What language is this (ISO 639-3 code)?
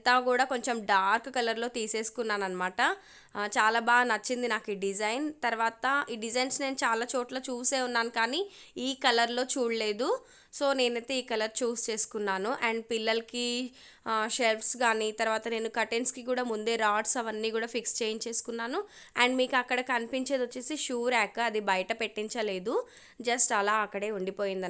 tel